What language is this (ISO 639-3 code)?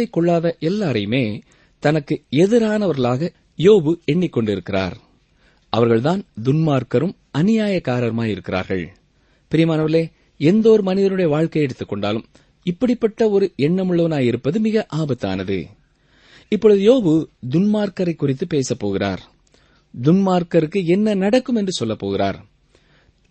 tam